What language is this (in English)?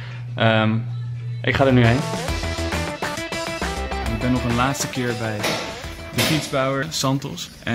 Dutch